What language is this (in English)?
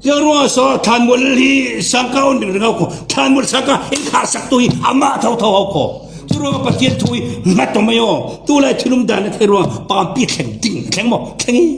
Falam Chin